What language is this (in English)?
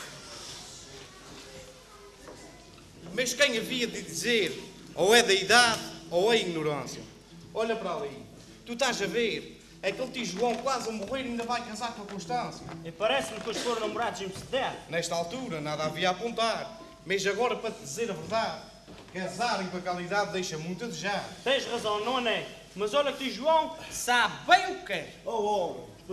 Portuguese